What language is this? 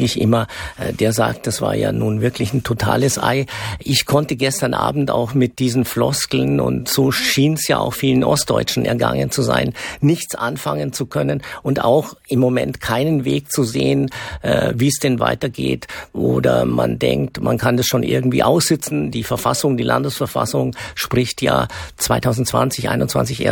German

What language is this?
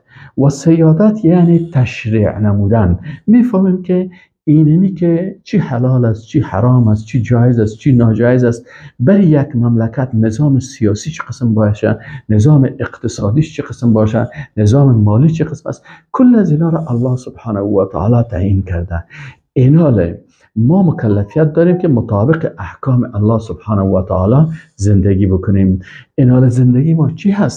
Persian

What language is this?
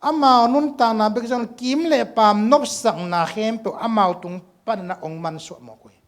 Tedim Chin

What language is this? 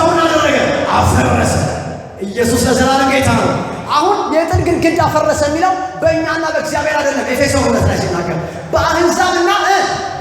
Amharic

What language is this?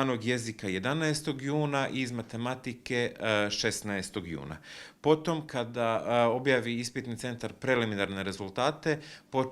Bosnian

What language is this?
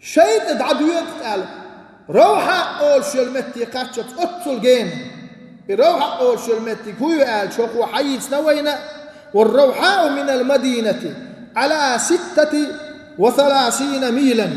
Chechen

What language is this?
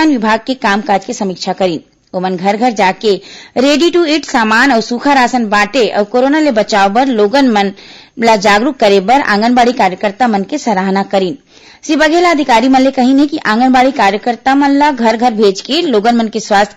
Chhattisgarhi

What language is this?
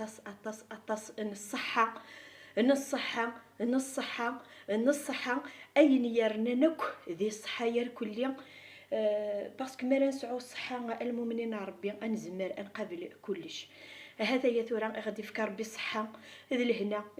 Kabyle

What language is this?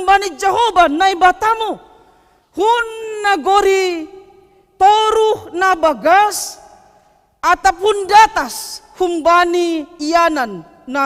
Batak Simalungun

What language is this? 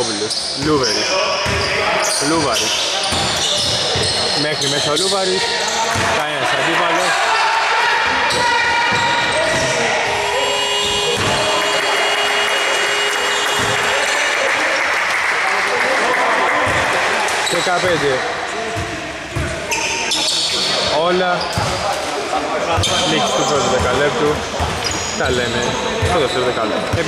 Greek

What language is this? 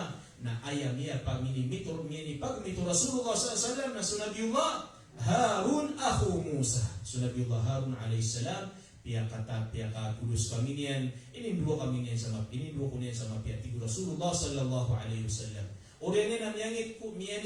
Maranao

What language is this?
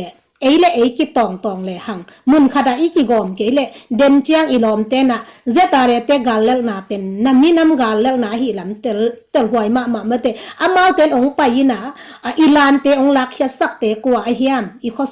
Tedim Chin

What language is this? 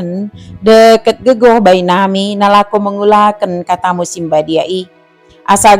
Batak Dairi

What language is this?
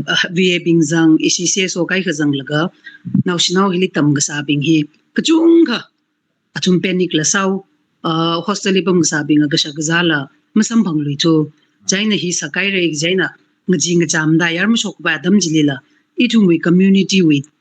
Tangkhul Naga (India)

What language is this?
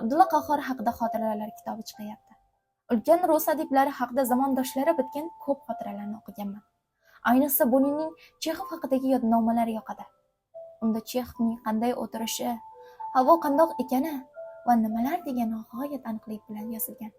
Uzbek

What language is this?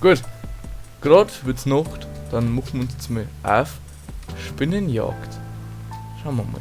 Bavarian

